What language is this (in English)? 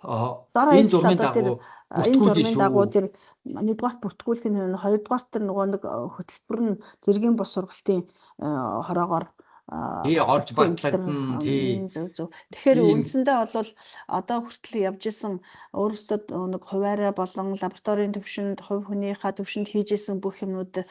Mongolian